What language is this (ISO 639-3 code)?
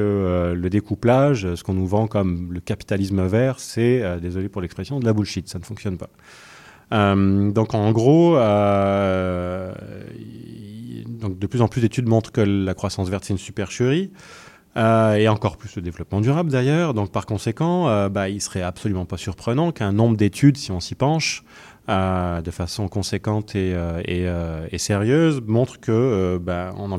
fra